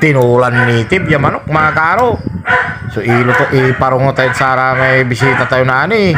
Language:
Pangasinan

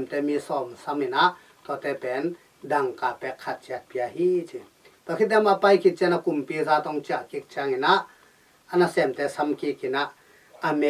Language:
Tedim Chin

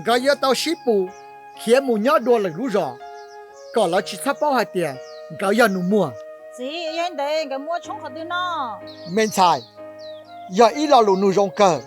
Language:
Hmong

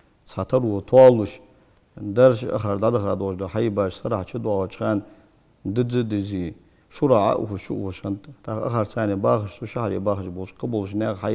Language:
Ingush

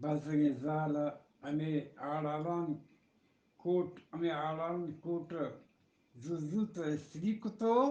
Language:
Eastern Balochi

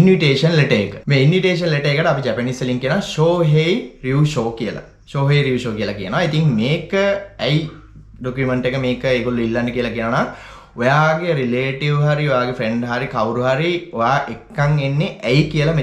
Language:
Sinhala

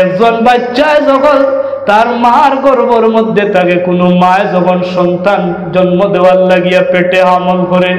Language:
Sylheti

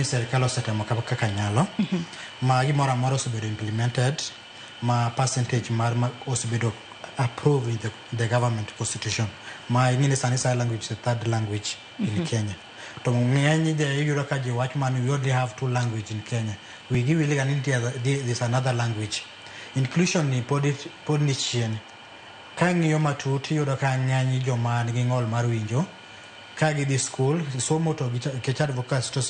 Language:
Luo (Kenya and Tanzania)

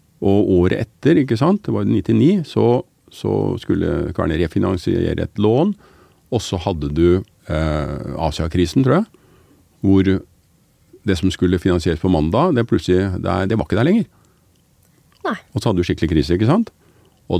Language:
Norwegian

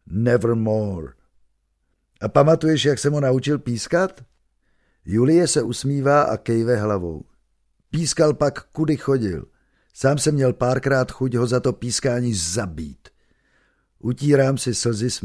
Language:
Czech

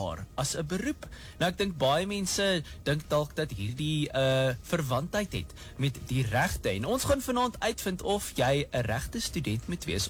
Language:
Afrikaans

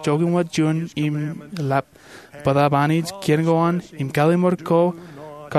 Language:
Marshallese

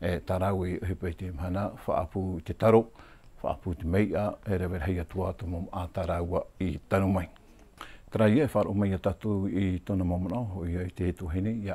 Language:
Tahitian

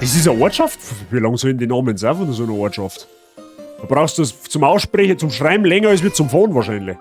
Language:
Bavarian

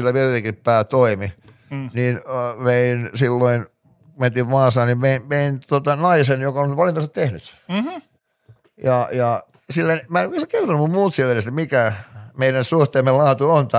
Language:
Finnish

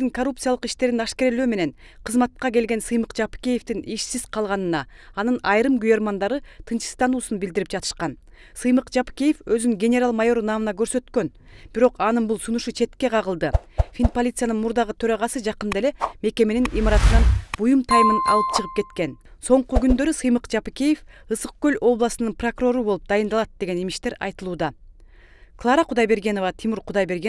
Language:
Kyrgyz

